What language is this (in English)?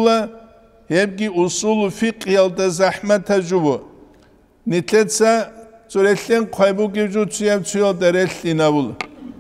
Avaric